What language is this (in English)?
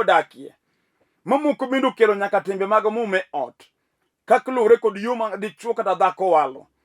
Luo (Kenya and Tanzania)